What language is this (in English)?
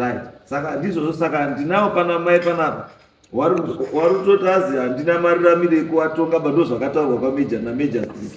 Shona